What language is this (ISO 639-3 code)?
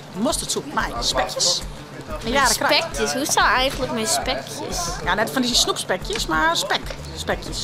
fry